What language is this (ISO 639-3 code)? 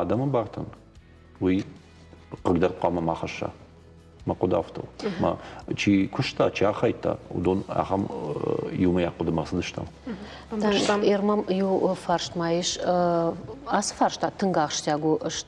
oss